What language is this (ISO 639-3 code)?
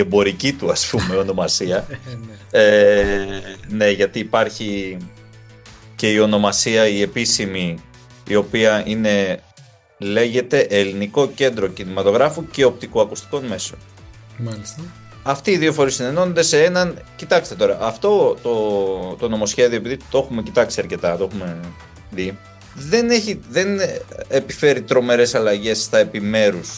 ell